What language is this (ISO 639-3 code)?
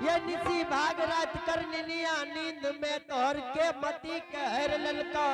anp